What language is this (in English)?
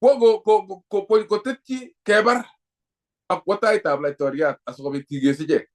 Kalenjin